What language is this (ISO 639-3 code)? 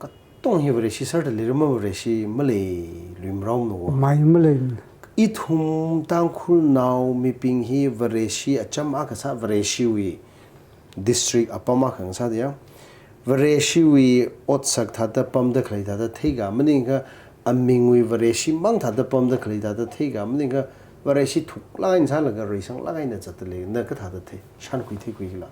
nmf